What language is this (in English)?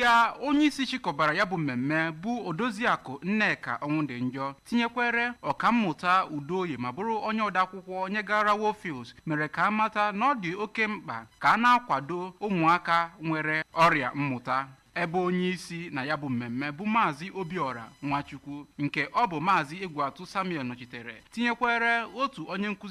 Igbo